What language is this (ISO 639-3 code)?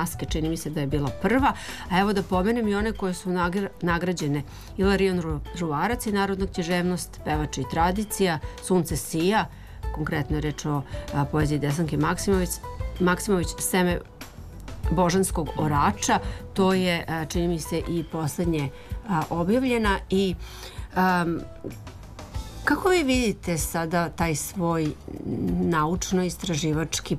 srp